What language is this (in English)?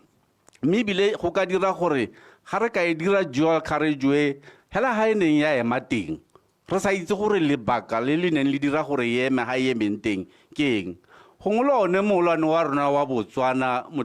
Tswana